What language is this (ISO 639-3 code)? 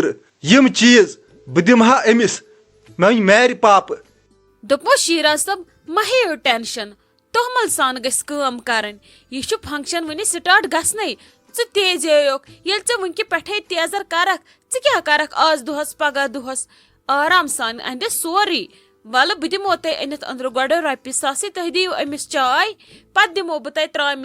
kas